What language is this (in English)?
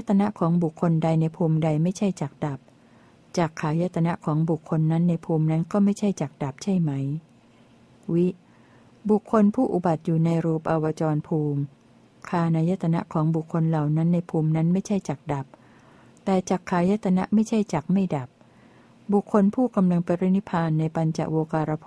Thai